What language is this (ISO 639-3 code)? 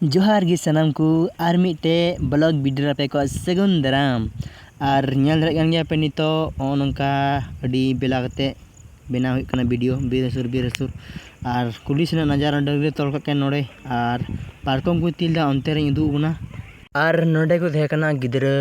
sat